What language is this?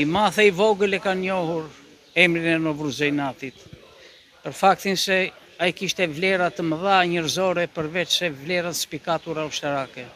Albanian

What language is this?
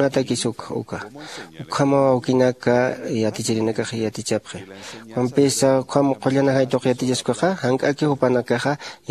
Aymara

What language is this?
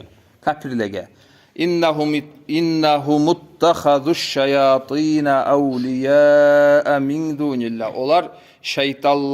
Kumyk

